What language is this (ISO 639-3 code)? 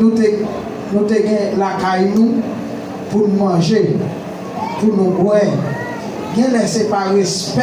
hat